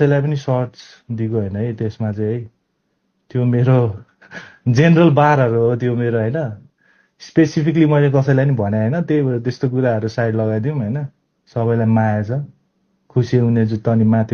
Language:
Nepali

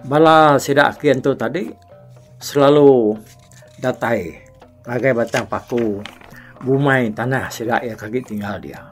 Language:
Iban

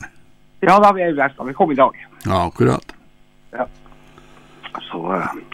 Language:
Norwegian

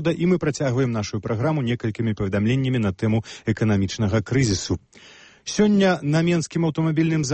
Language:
Belarusian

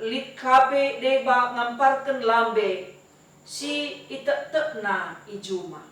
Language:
Batak Karo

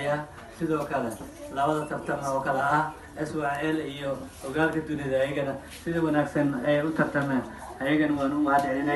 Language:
Somali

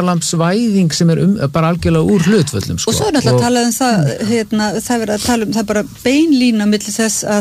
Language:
Icelandic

